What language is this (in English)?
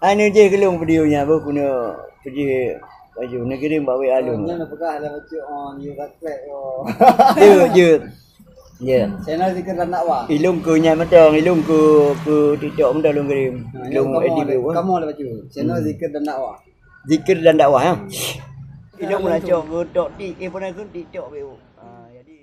Achinese